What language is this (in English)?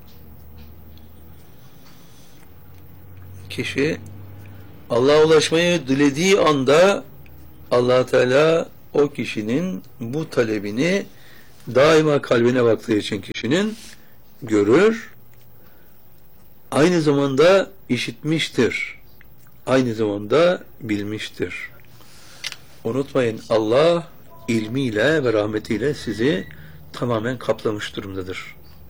Turkish